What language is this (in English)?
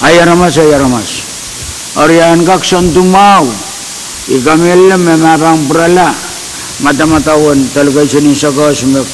Pohnpeian